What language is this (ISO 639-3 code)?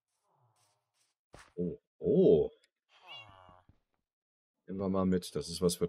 deu